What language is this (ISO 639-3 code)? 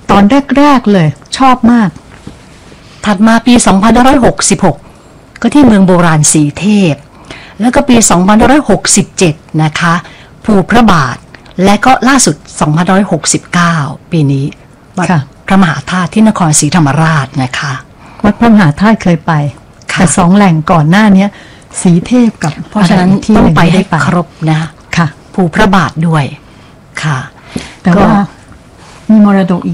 tha